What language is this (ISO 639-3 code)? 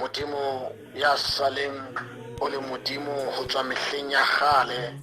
sot